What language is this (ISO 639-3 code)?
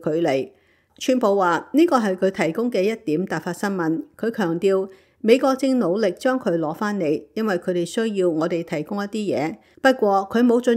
yue